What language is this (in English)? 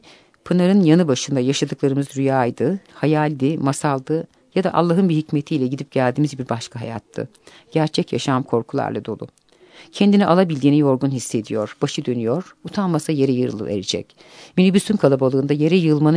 Turkish